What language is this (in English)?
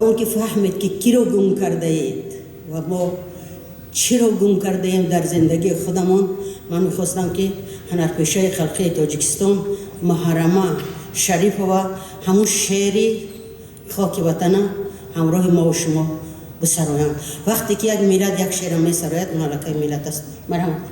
Tajik